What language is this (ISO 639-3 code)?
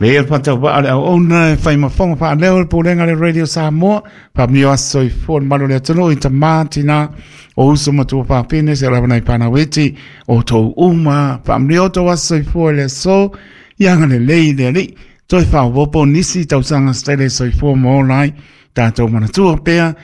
smo